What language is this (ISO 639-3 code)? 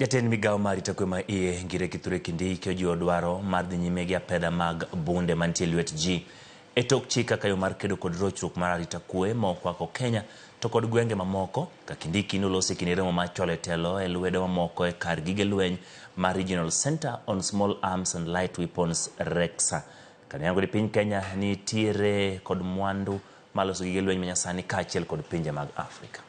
luo